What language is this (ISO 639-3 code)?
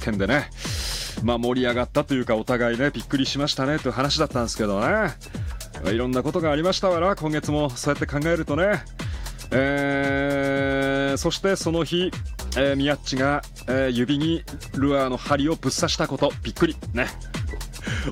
jpn